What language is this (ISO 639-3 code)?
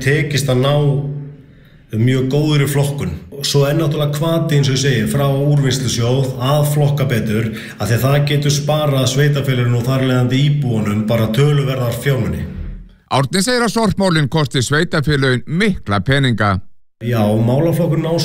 isl